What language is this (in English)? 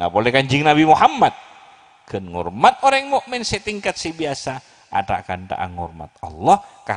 Madurese